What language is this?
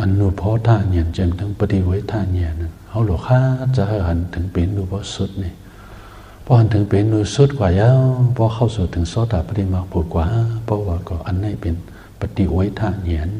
Shan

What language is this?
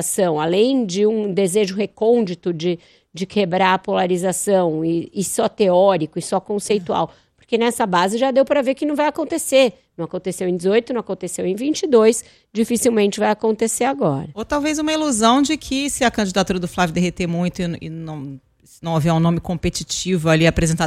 Portuguese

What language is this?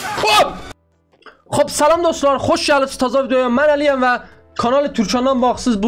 South Azerbaijani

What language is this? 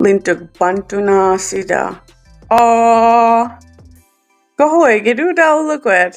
Mi'kmaw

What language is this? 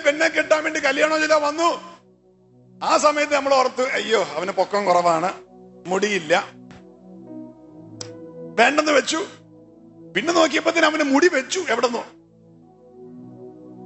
Malayalam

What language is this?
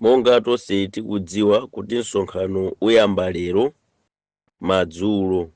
Nyanja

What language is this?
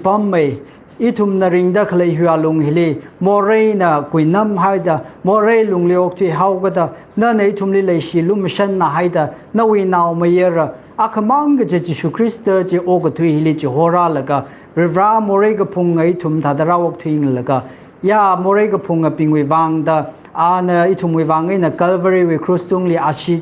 Tangkhul Naga (India)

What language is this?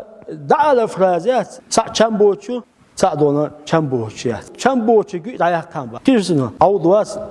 Chechen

